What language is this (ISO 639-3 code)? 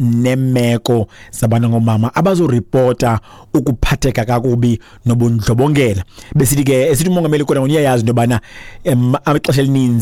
xho